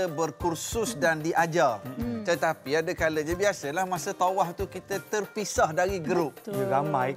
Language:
Malay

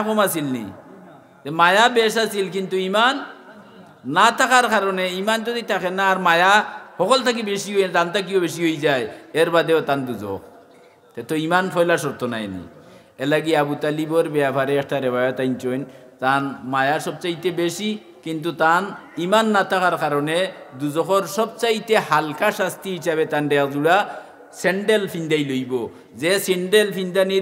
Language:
Sylheti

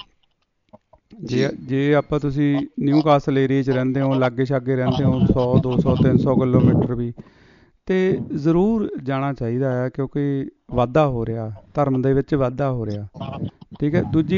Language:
Punjabi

